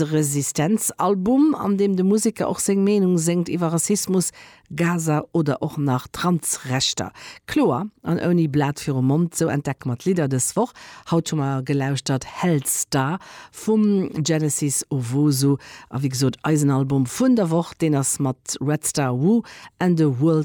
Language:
Luxembourgish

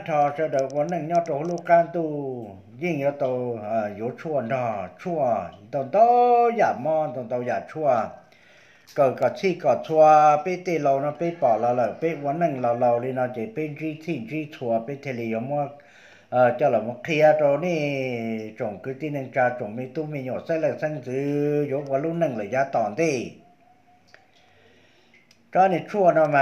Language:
Vietnamese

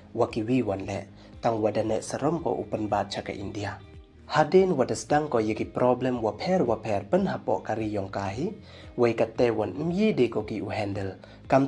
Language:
Pnar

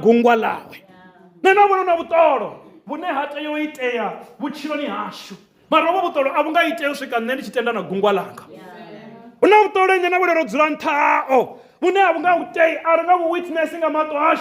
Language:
Venda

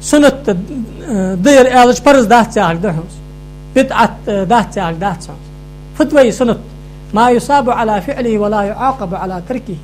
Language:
Ingush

